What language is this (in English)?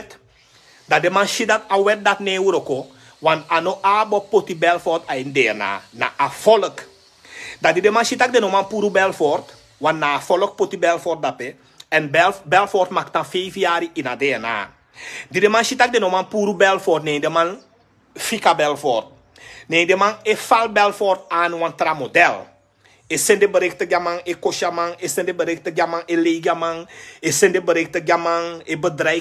Sranan Tongo